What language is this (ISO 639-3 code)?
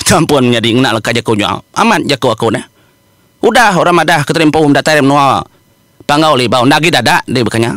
iba